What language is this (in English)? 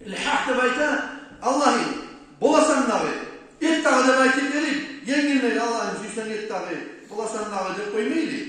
Kumyk